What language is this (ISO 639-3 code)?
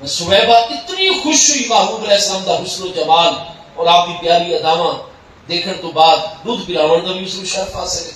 skr